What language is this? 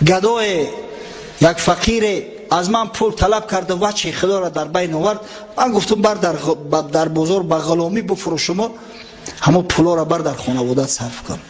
Tajik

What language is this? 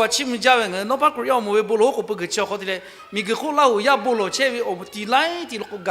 Lahu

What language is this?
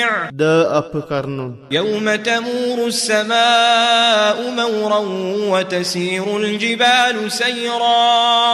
Maranao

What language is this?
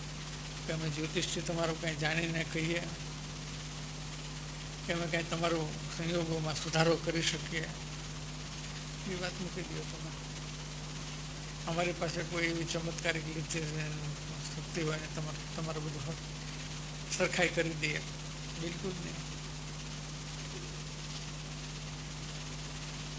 Gujarati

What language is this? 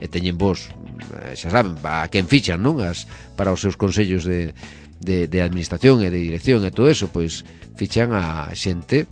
Galician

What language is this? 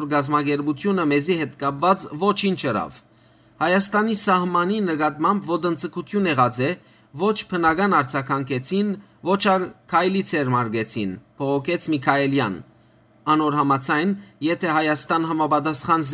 Western Armenian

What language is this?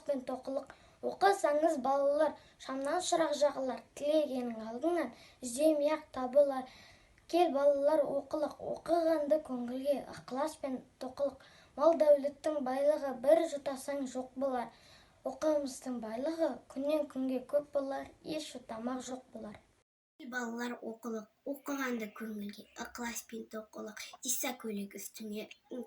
Kazakh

